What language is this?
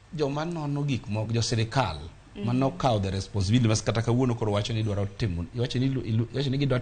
Luo (Kenya and Tanzania)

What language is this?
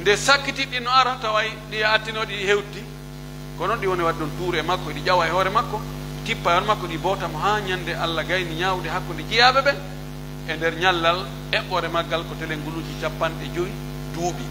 Pular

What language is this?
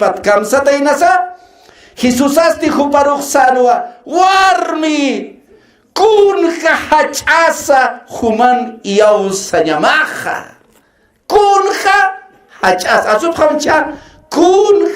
Aymara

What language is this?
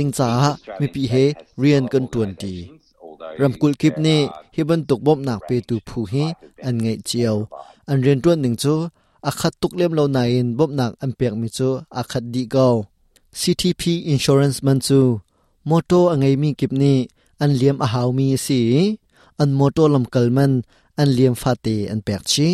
Hakha Chin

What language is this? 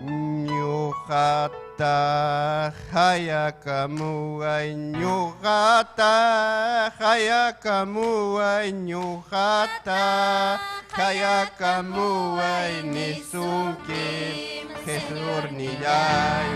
Ayacucho Quechua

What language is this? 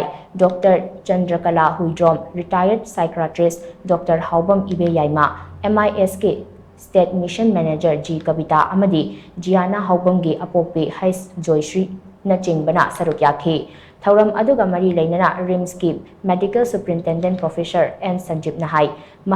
Manipuri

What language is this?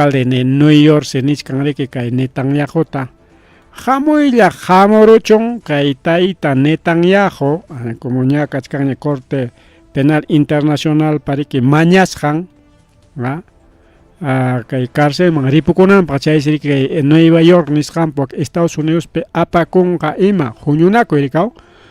Ayacucho Quechua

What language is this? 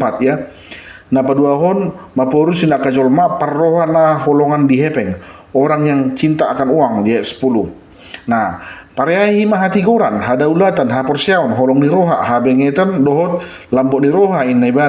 Batak Toba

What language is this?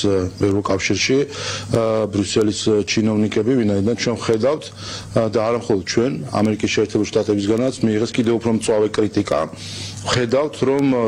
Georgian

